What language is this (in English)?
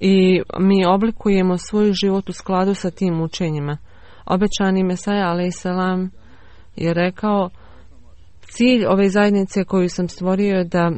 Bosnian